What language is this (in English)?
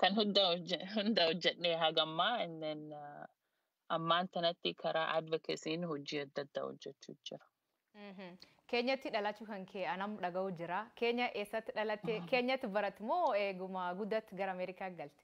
Oromo